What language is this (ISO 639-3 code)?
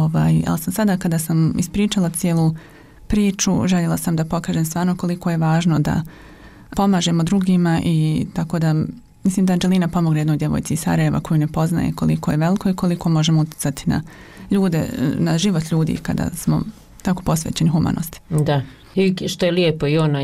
bos